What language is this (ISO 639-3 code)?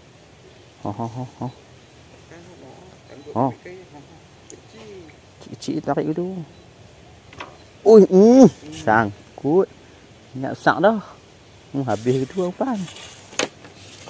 msa